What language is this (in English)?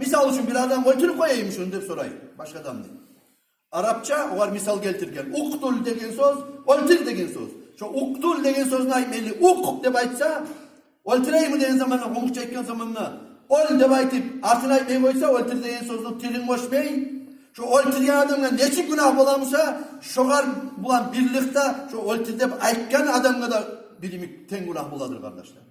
Kumyk